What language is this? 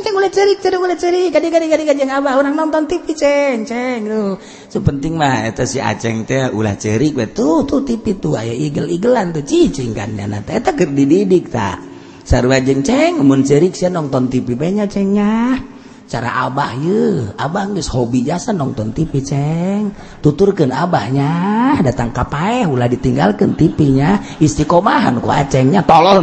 Sundanese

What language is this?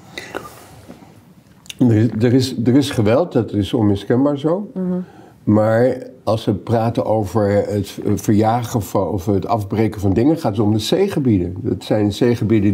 Dutch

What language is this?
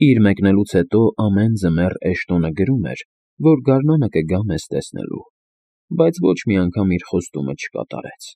Armenian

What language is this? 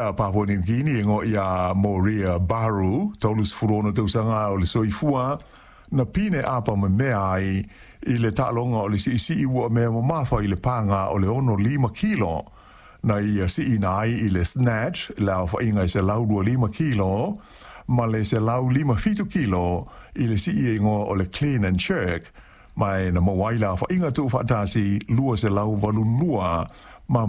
Samoan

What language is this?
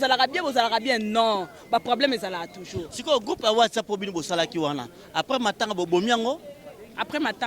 Lingala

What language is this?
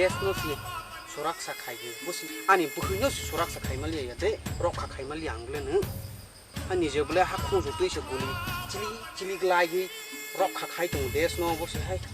Kok Borok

